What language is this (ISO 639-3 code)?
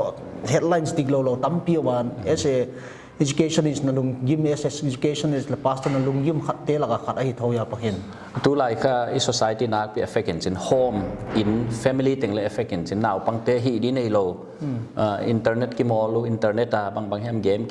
pck